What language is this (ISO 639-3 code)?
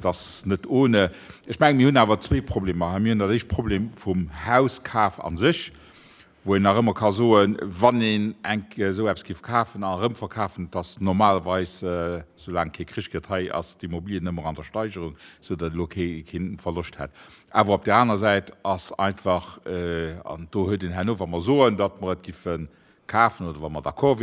ltz